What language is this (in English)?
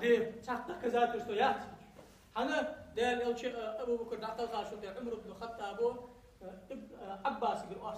Ingush